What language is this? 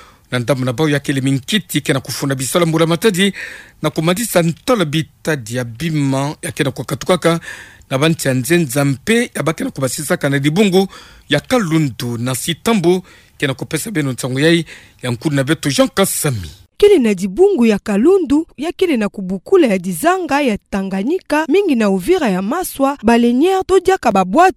Kituba (Democratic Republic of Congo)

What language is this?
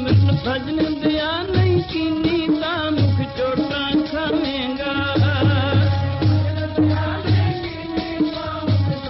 Punjabi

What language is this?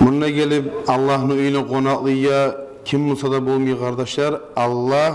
Kumyk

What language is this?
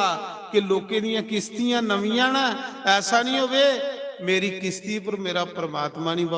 Dogri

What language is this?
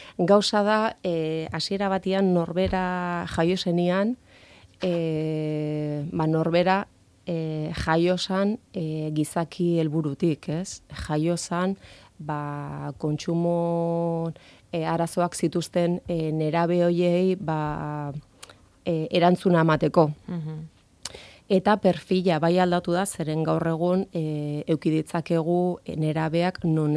Basque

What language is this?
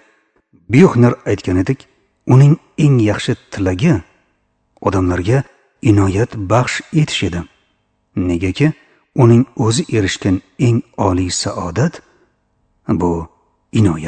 Uzbek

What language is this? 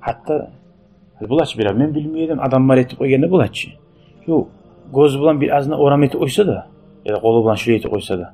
Kumyk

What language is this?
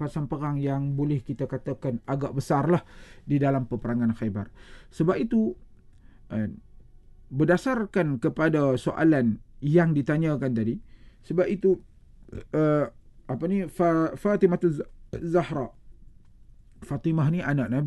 Malay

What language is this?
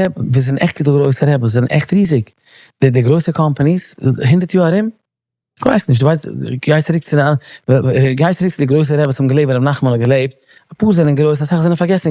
Yiddish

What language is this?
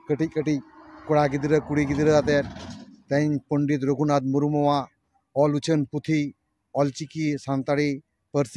Santali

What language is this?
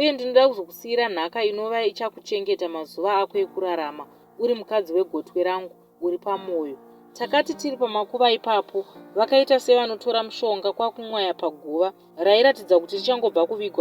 Shona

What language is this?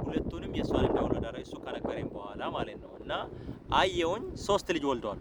Amharic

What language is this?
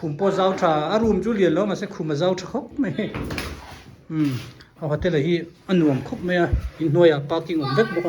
Hmar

